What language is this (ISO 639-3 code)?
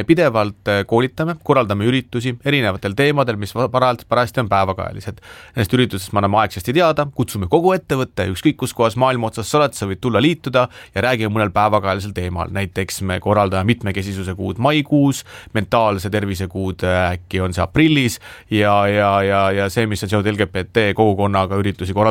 est